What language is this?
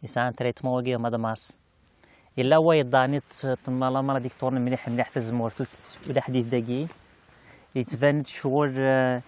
Kabyle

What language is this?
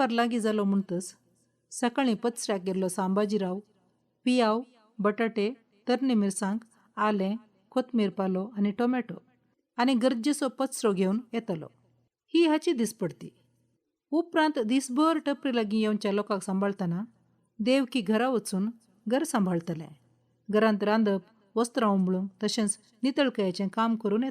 Konkani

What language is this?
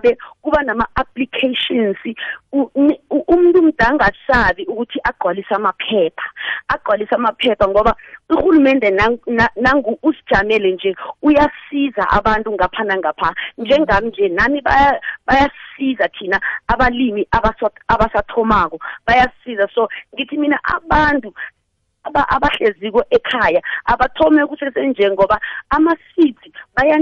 South Ndebele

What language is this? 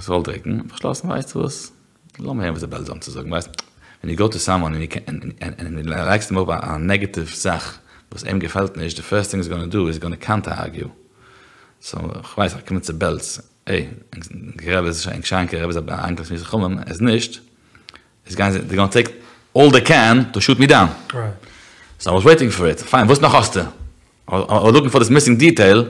Yiddish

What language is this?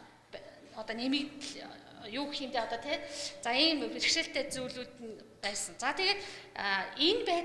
Mongolian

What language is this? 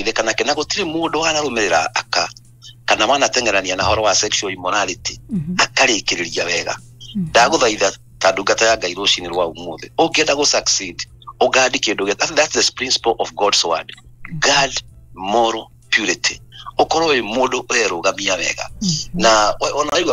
Kikuyu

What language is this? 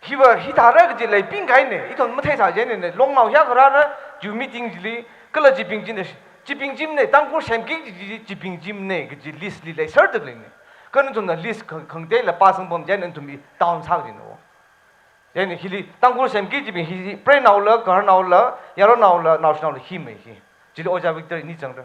Tangkhul Naga (India)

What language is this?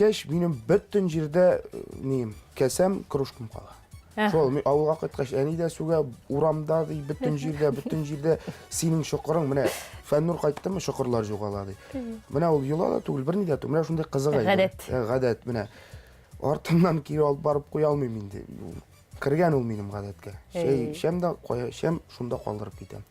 Tatar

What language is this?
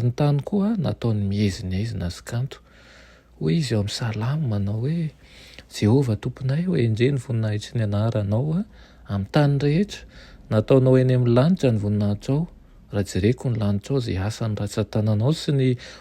Malagasy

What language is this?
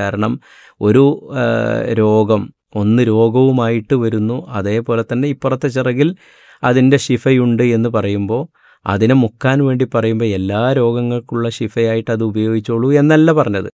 Malayalam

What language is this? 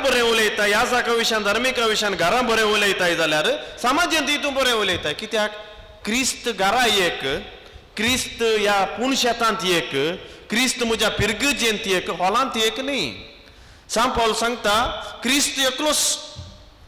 Konkani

